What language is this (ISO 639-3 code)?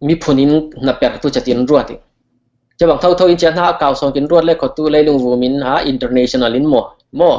cfm